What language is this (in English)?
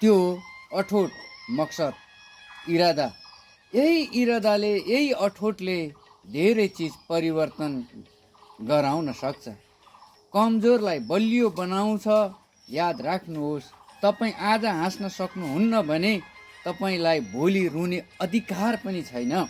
Nepali